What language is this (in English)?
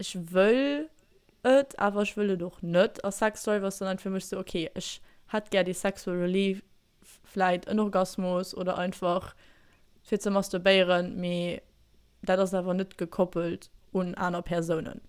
Luxembourgish